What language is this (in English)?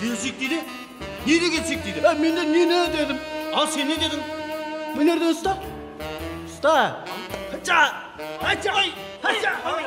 Kara-Kalpak